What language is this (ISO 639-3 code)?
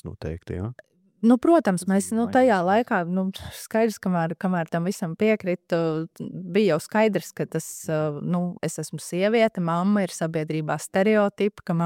lav